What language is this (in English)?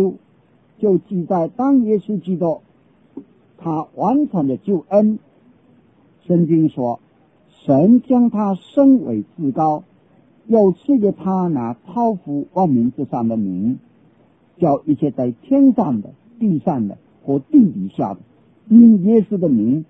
Chinese